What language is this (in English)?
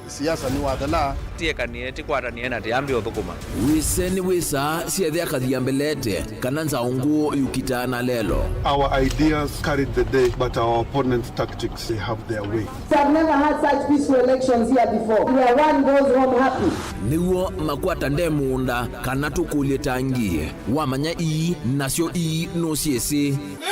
Kamba